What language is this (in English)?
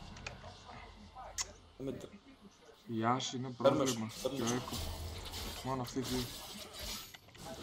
Greek